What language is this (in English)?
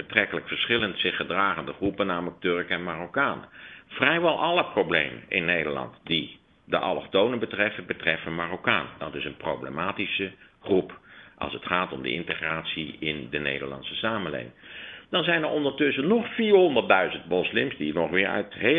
Dutch